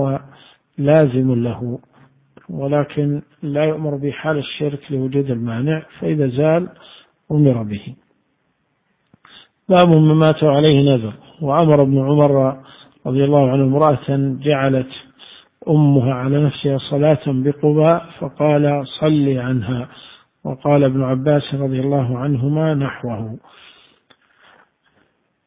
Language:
Arabic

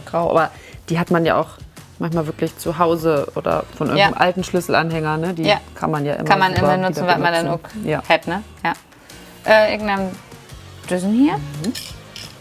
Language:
Low German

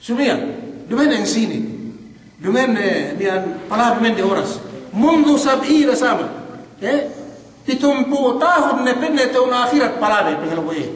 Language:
Yakan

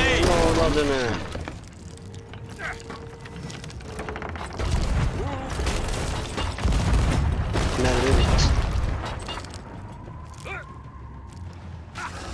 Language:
Turkish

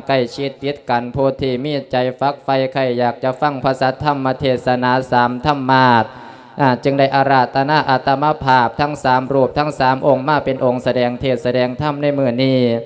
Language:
Lao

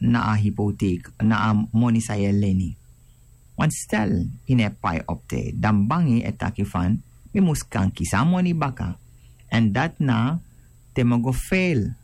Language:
Sranan Tongo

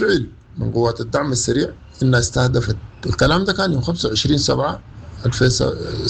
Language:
Sudanese Arabic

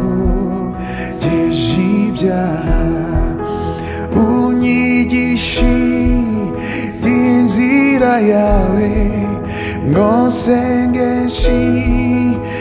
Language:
Kinyarwanda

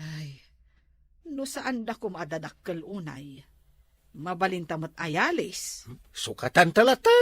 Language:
Iloko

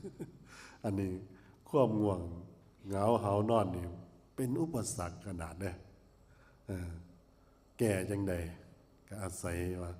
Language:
Lao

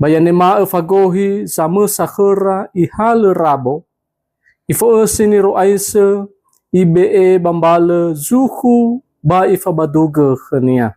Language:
Nias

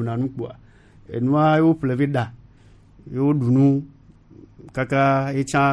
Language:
Gen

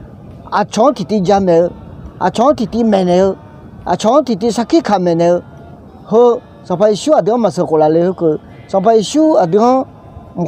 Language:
Akha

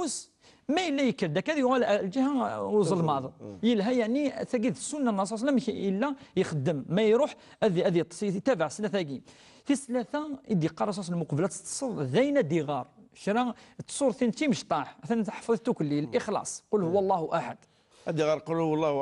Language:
Kabyle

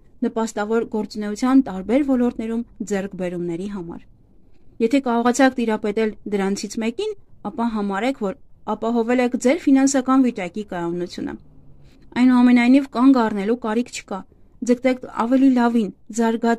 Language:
Armenian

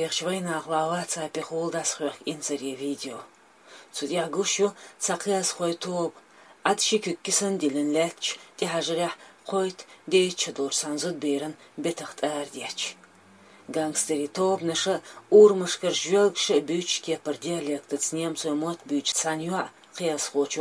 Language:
Chechen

